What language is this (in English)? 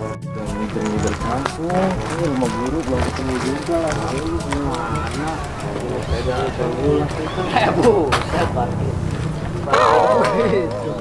Betawi